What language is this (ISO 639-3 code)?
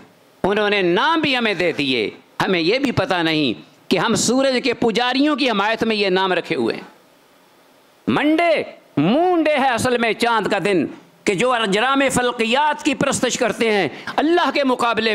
urd